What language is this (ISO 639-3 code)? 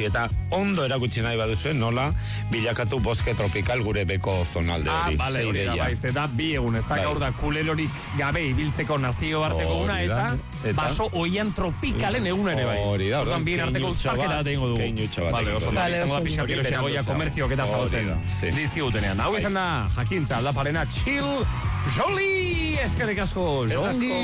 eus